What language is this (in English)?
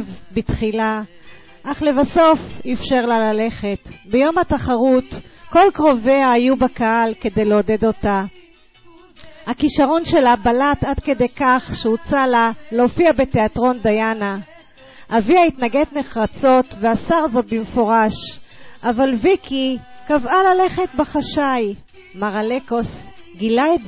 Hebrew